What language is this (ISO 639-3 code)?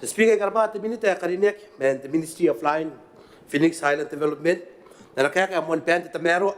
gil